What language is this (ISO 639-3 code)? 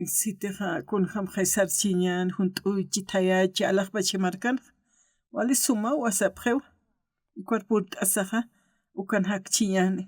aym